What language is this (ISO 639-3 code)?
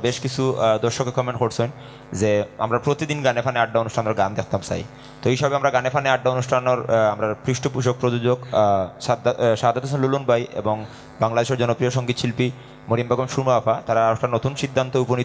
syl